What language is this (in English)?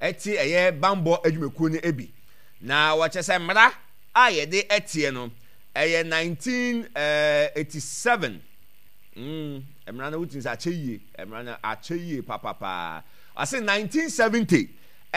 Akan